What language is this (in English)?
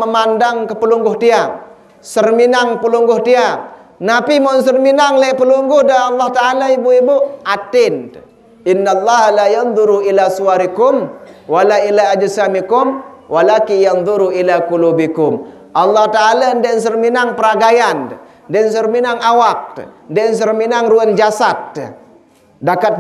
Sasak